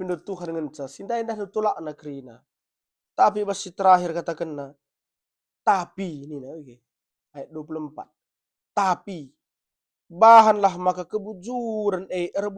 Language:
Batak Karo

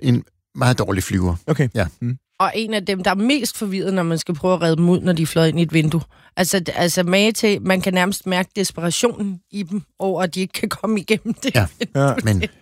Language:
Danish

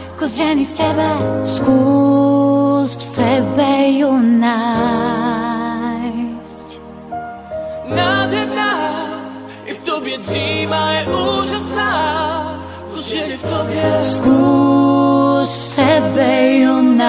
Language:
Czech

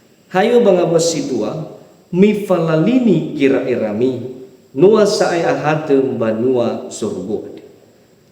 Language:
Nias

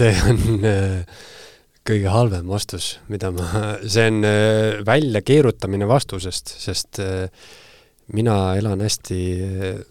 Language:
Estonian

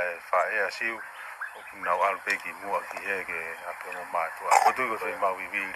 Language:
Tongan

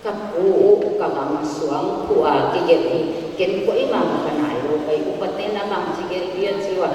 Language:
Paite Chin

